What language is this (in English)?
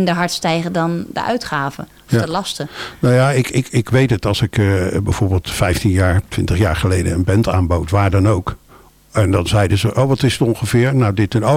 Dutch